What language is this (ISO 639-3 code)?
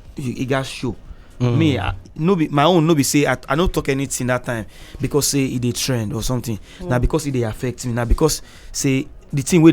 pcm